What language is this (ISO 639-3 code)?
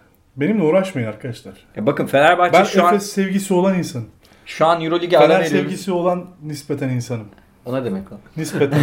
tur